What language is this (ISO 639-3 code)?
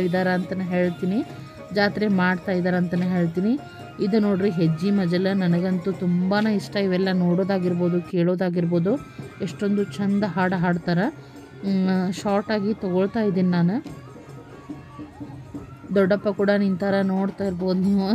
kan